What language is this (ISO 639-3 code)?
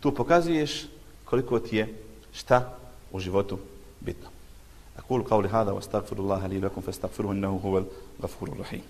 bos